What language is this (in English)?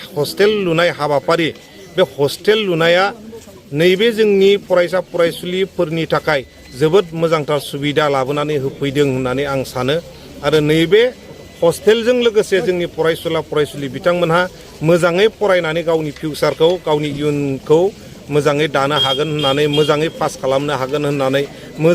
Bodo